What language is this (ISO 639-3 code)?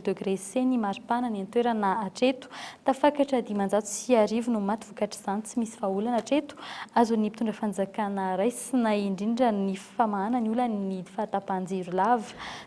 mlg